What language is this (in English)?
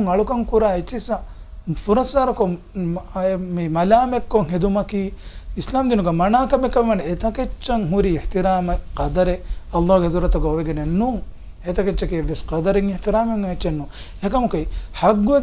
Divehi